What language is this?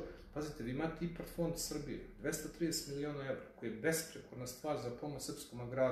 Serbian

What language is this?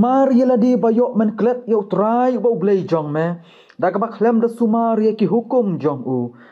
Khasi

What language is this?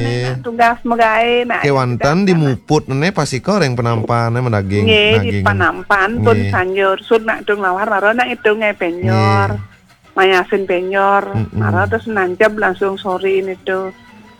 Balinese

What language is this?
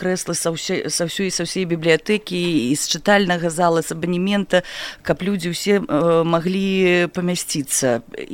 Belarusian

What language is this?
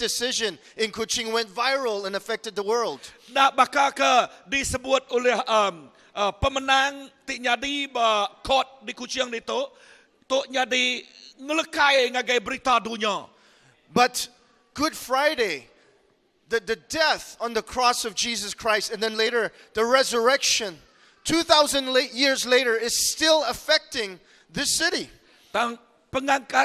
Iban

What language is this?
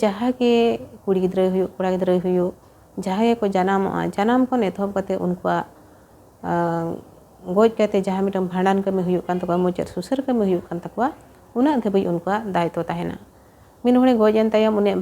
Santali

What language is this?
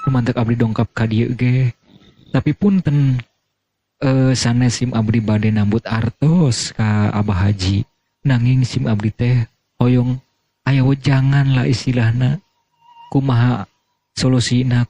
Sundanese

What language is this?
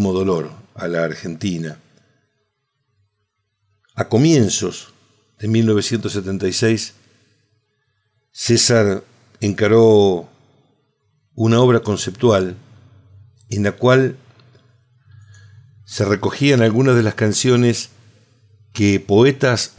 Spanish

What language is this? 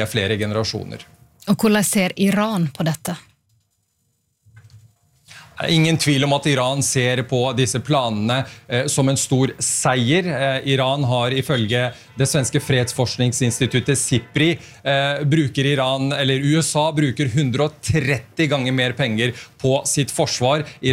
Norwegian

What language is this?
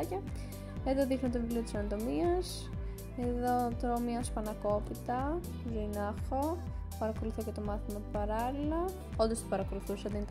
Greek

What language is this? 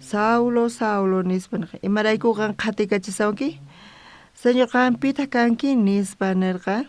South Bolivian Quechua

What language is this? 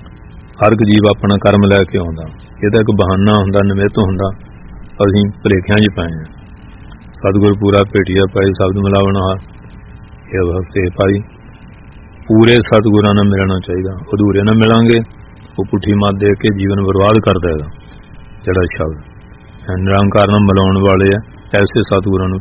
Punjabi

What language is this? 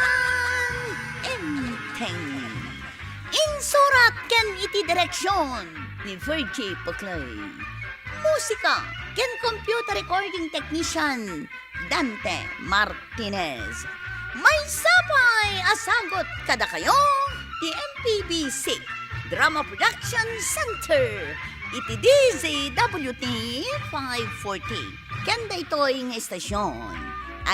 Iloko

